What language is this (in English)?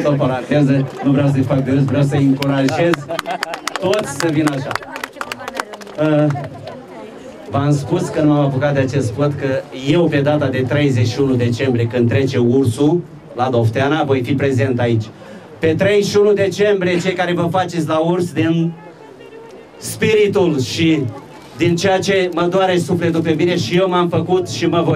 Romanian